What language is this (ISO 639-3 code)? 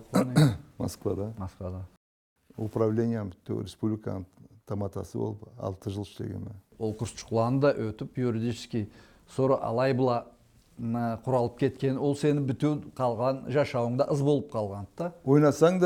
krc